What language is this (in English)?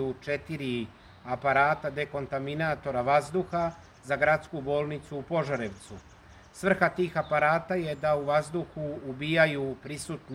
Serbian